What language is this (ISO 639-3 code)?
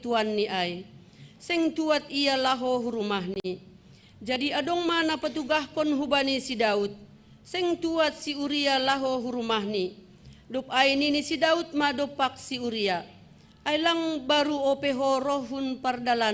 bts